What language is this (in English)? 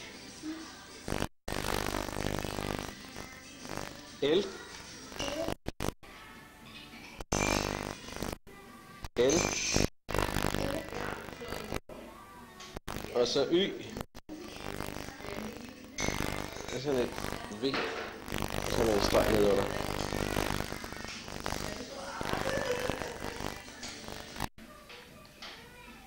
Danish